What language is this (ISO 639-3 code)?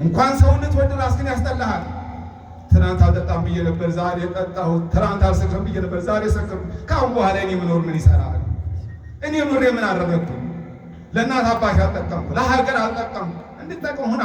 amh